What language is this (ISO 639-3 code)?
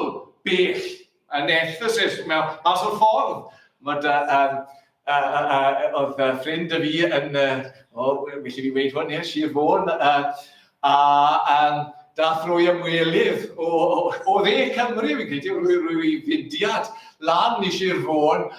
cym